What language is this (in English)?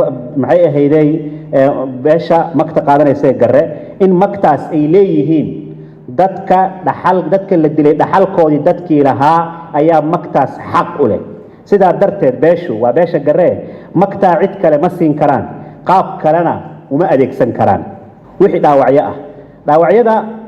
Somali